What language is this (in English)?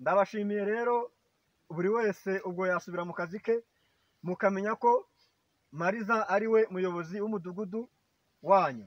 Kinyarwanda